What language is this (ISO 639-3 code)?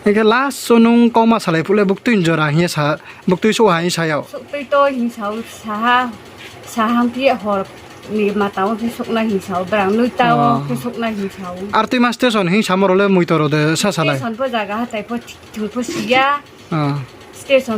ria